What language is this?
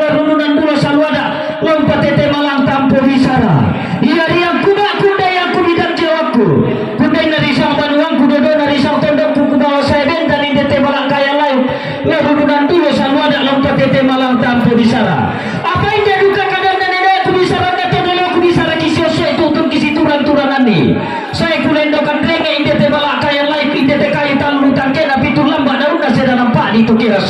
Toraja-Sa'dan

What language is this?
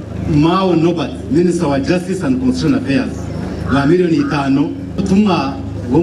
Nyankole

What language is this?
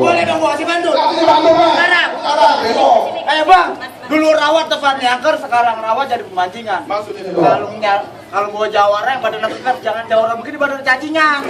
Betawi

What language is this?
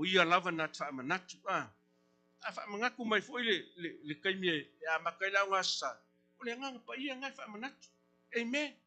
Samoan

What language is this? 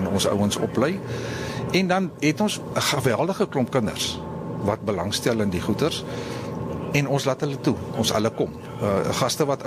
Afrikaans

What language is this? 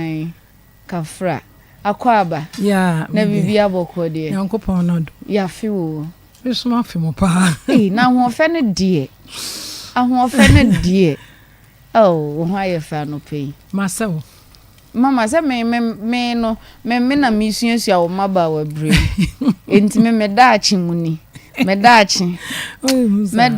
Akan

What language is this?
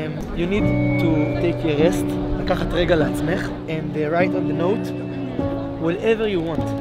Hebrew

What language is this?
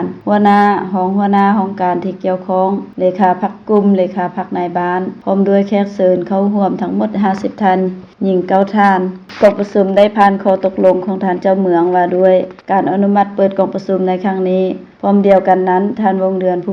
Lao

